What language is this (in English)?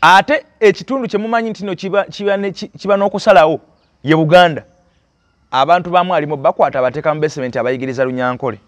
Ganda